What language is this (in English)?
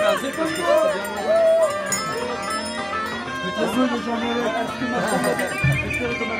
French